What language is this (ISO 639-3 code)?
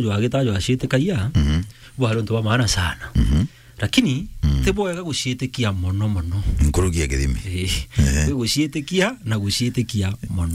mer